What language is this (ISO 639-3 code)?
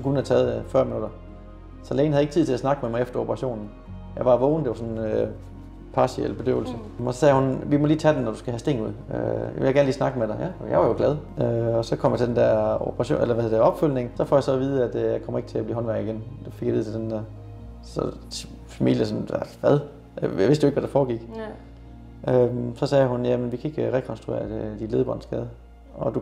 dan